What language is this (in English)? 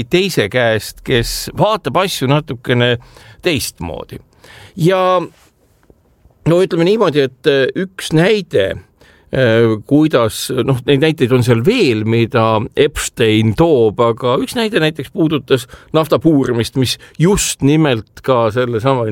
Estonian